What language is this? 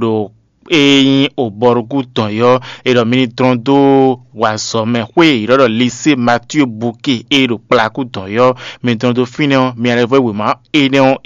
Fon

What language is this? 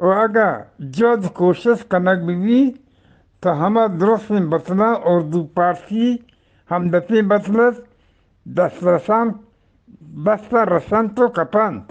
Eastern Balochi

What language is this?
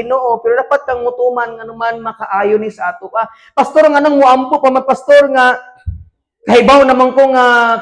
Cebuano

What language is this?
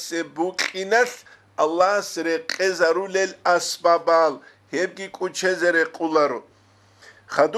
Avaric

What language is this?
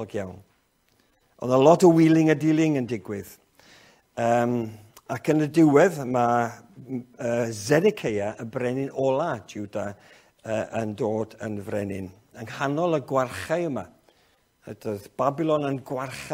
Welsh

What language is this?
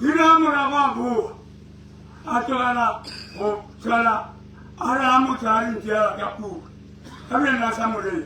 Tswana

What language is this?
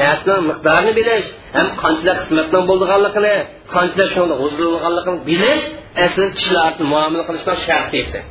Uyghur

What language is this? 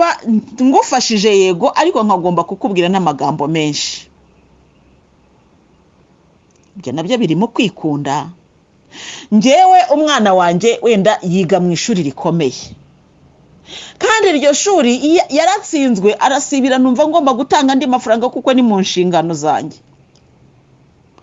Kinyarwanda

